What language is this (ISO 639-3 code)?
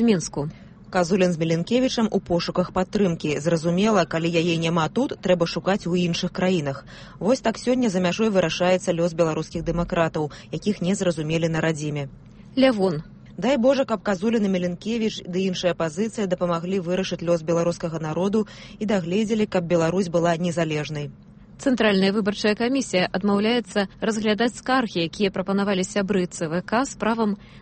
bel